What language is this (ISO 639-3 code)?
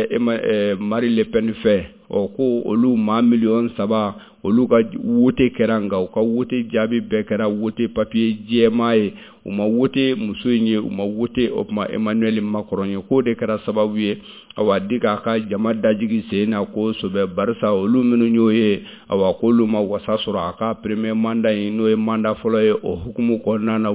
bam